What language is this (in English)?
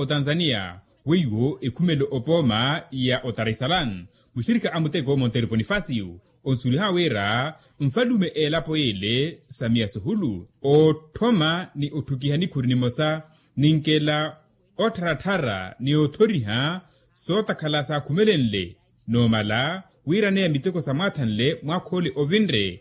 Makhuwa